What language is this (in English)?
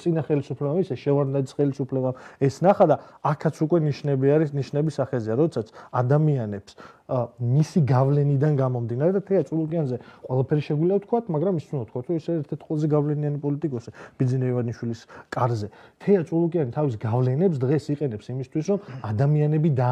Georgian